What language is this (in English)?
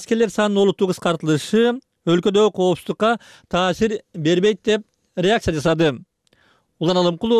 Kyrgyz